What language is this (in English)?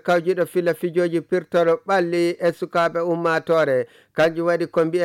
Nigerian Fulfulde